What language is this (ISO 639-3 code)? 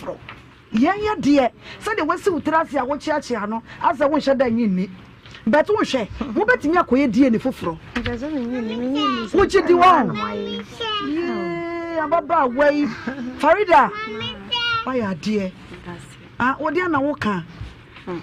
aka